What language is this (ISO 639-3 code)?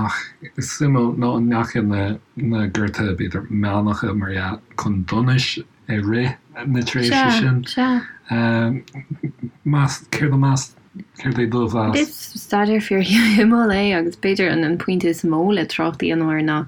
gle